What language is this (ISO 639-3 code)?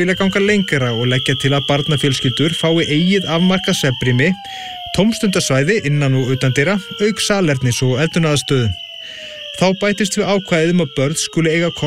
isl